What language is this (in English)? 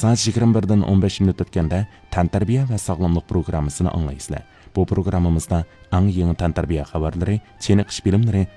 Uyghur